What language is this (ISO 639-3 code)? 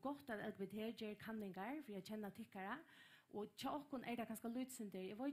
fao